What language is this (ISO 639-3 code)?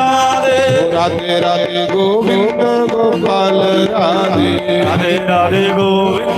doi